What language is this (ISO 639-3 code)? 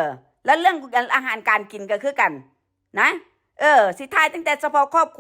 tts